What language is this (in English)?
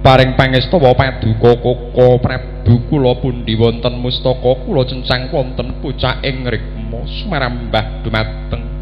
Javanese